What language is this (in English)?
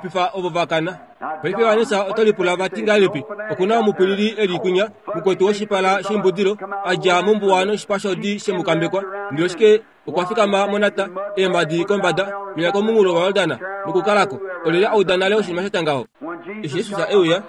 Kuanyama